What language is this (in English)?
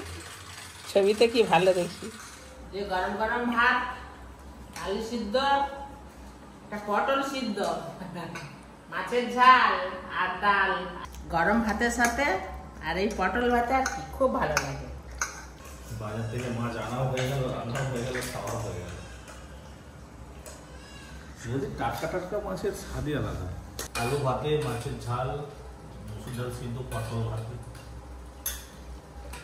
Bangla